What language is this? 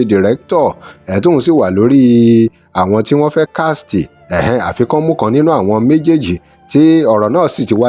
Yoruba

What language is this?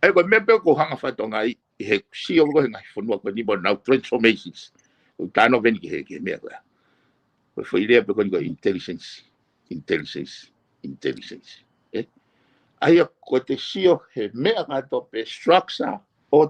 Tongan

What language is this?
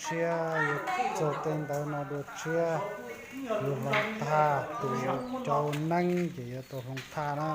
Hmong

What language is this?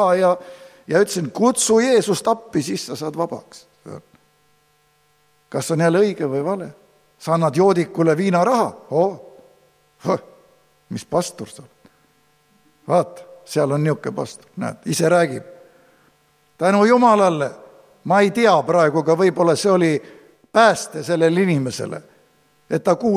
Estonian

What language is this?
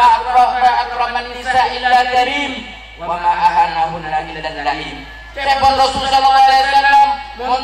Madurese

